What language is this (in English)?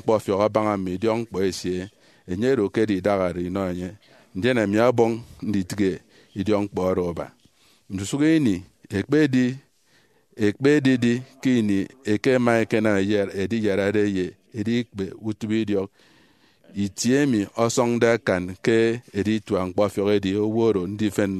Efik